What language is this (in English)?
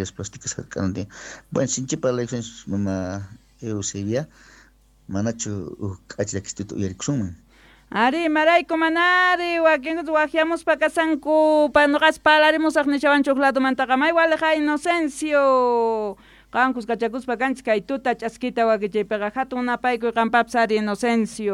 South Bolivian Quechua